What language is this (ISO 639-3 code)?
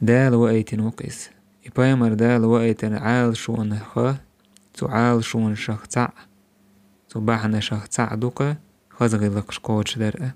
che